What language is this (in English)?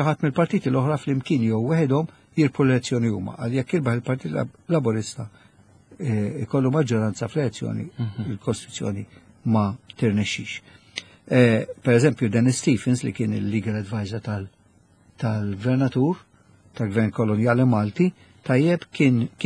Maltese